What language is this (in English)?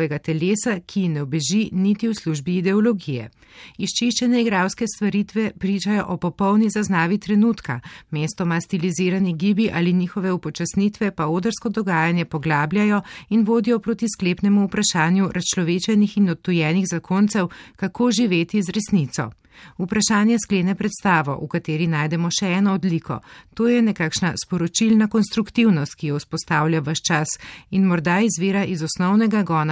Slovenian